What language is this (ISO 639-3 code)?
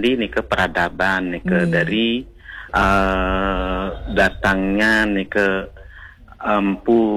ban